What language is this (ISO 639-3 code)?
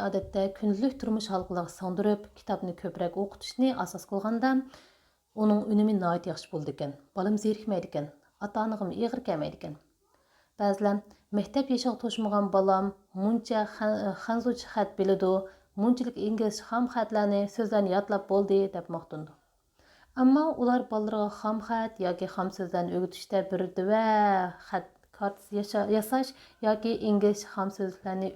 uig